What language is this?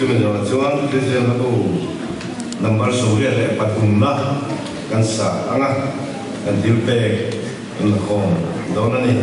Mizo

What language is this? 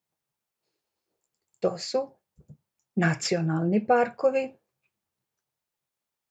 Serbian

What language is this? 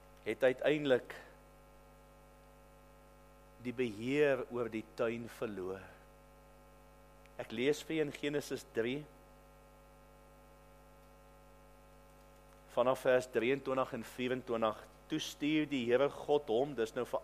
Afrikaans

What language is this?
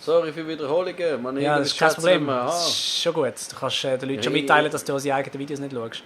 Swiss German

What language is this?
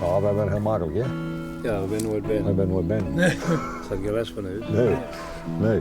Western Frisian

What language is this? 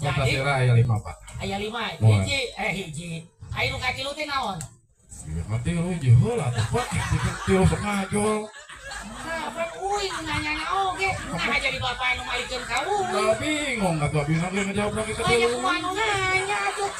Sundanese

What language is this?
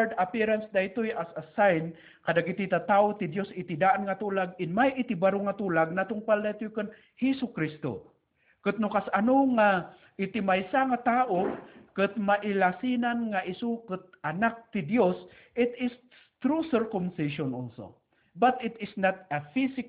Iloko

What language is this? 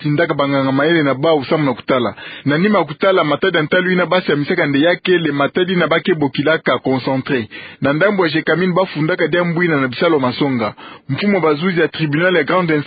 Kituba (Democratic Republic of Congo)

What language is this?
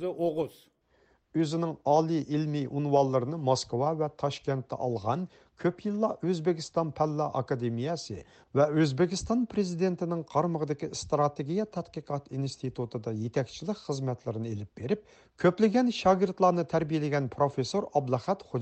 Uyghur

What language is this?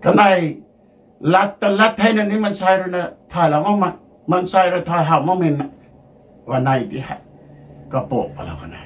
Rongmei Naga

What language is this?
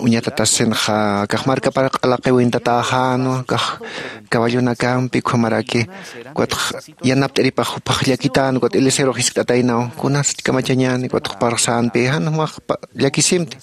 Aymara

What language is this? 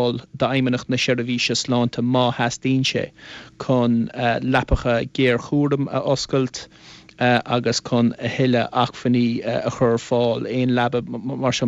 Irish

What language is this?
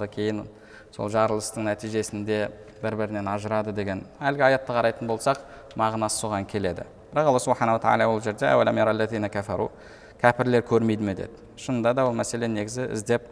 Kazakh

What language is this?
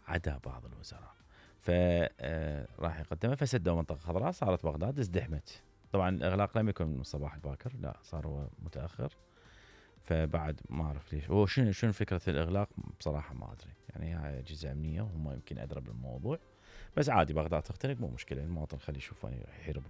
Mesopotamian Arabic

